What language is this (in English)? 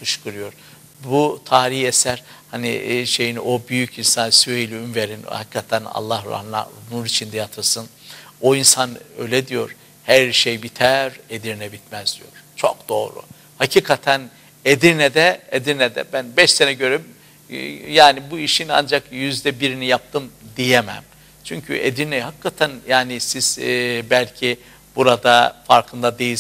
Turkish